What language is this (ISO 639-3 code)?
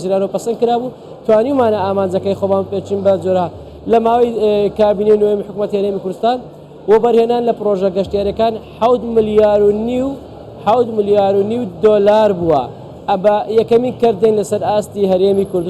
ckb